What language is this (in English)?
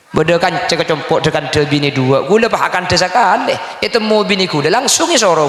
Madurese